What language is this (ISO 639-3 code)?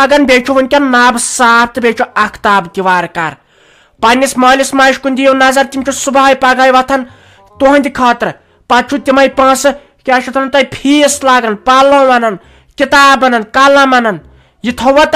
kas